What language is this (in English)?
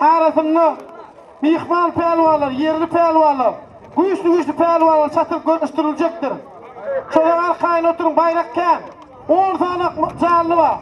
Turkmen